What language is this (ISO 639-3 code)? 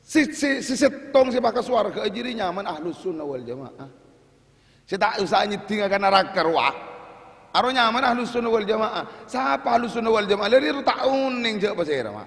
mad